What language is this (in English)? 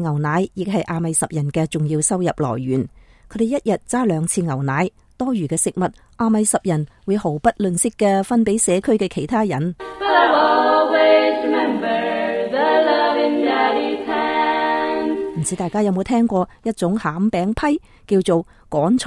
Cantonese